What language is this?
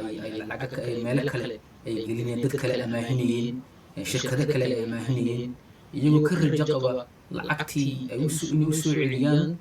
Somali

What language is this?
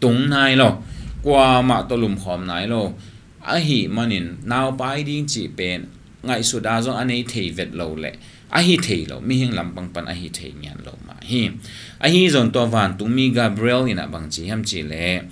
Tedim Chin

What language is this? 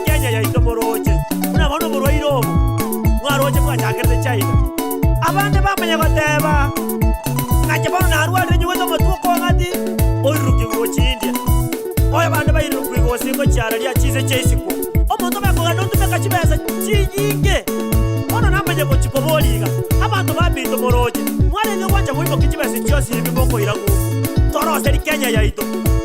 Gusii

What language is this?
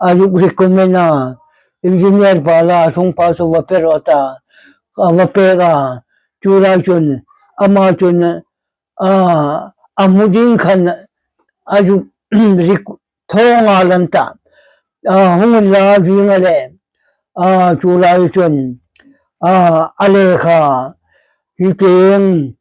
Hmar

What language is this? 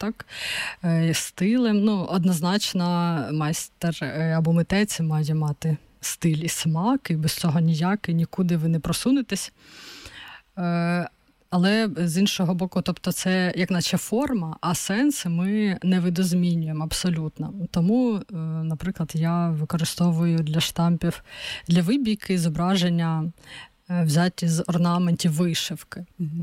Ukrainian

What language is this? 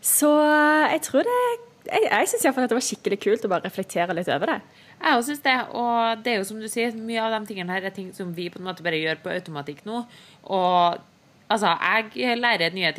Norwegian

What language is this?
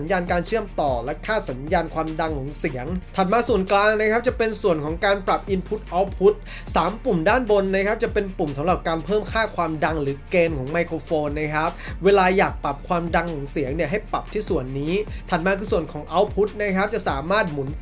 Thai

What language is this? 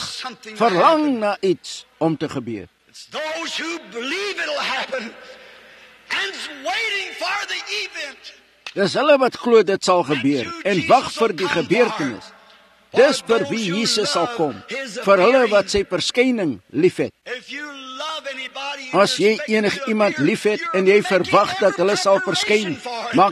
Afrikaans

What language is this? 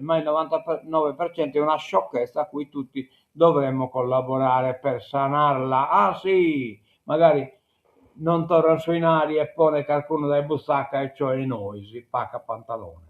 Sardinian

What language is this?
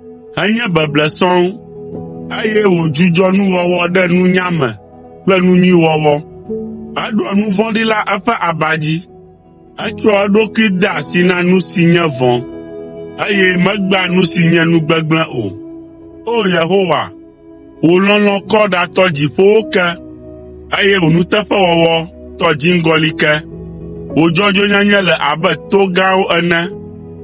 Ewe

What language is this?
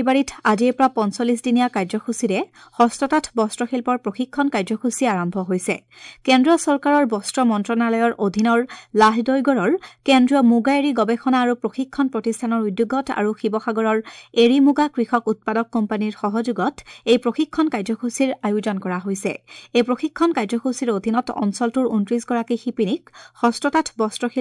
Assamese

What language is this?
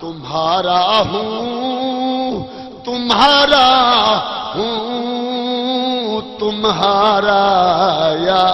Saraiki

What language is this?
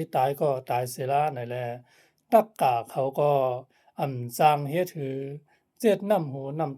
Shan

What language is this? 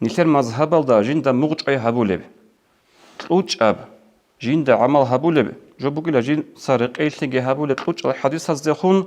Avaric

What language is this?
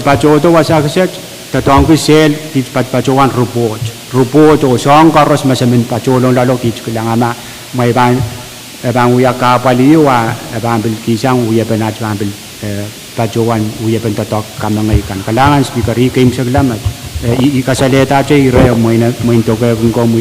Pohnpeian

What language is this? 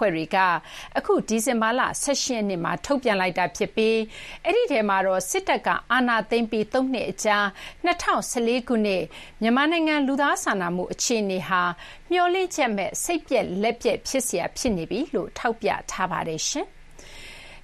Burmese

